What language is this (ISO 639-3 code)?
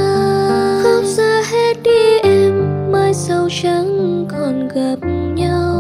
vie